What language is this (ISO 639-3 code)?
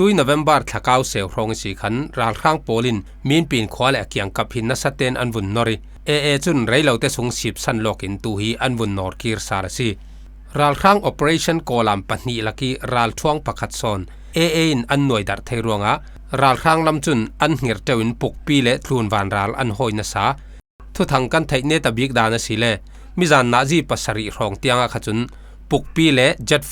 cfm